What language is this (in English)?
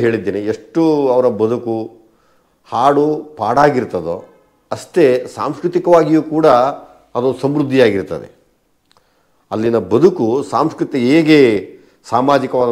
Kannada